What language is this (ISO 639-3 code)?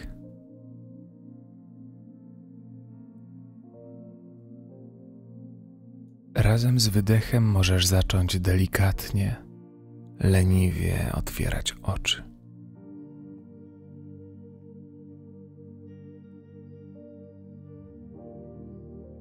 pol